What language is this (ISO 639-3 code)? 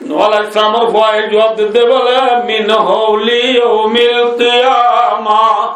rhg